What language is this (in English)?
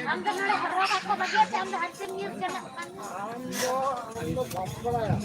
Santali